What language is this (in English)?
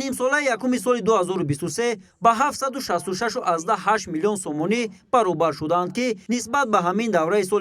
Tajik